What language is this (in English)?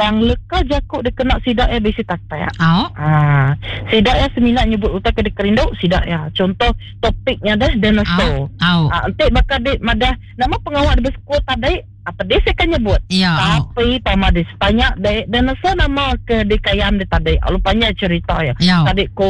Iban